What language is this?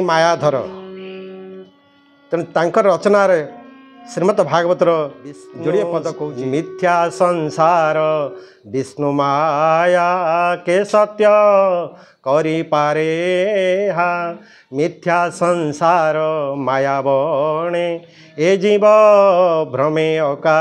Odia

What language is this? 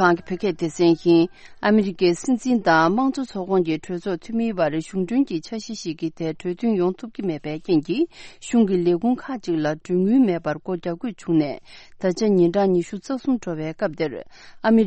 Tibetan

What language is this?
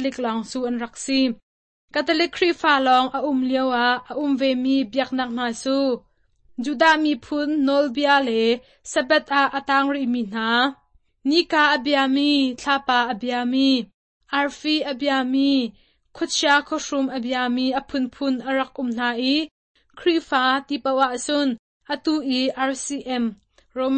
Hakha Chin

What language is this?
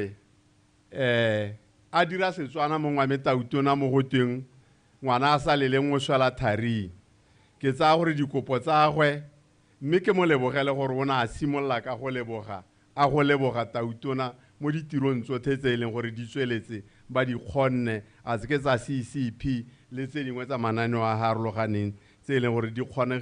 Tswana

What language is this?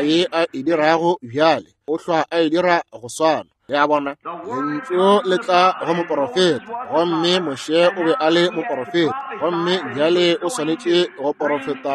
Northern Sotho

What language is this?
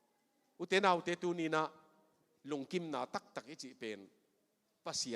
Tedim Chin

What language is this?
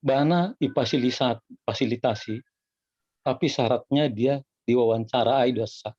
Batak Simalungun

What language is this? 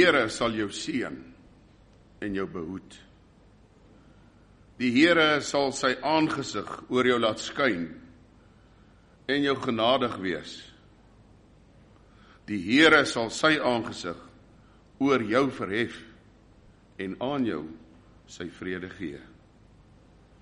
Afrikaans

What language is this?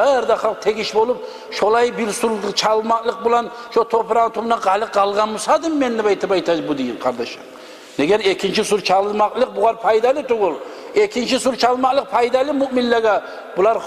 Kumyk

